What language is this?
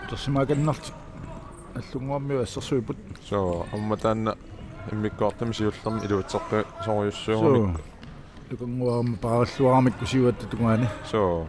Kalaallisut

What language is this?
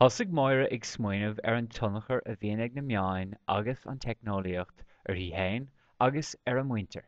Irish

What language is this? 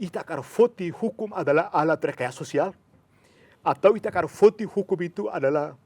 Tetum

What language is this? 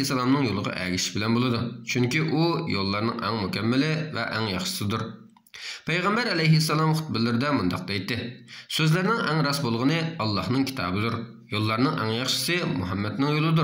Uyghur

